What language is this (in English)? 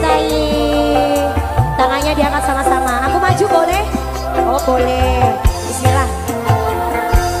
Indonesian